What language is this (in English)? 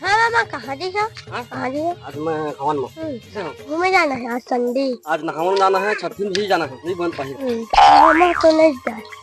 Chhattisgarhi